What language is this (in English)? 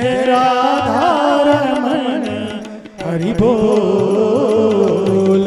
Hindi